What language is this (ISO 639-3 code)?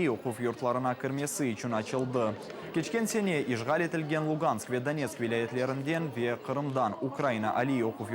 crh